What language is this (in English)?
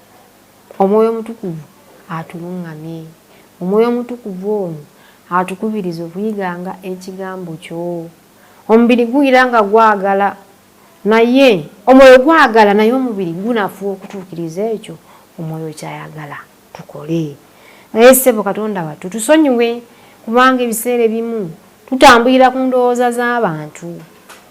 Ganda